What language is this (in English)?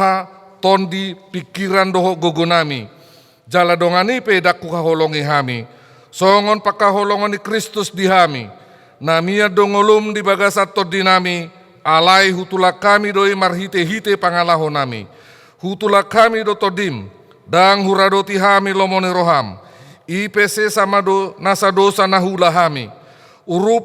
Batak Toba